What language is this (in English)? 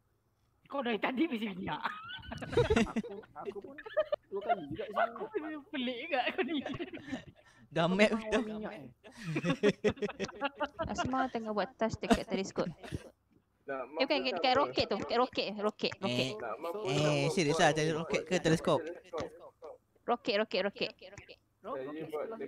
Malay